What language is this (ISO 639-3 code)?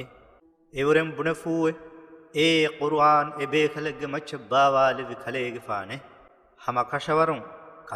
div